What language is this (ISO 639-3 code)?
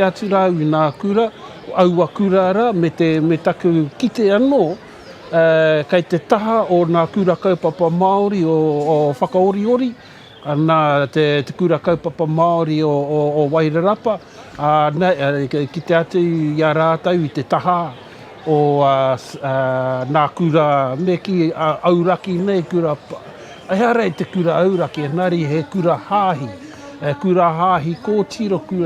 mri